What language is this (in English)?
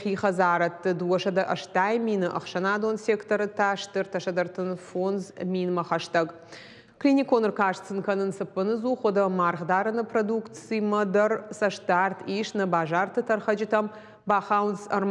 Ossetic